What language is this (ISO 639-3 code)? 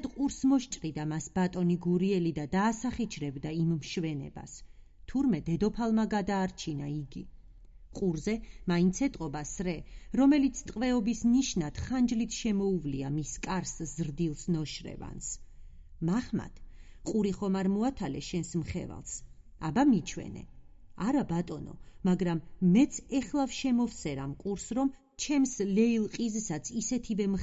kat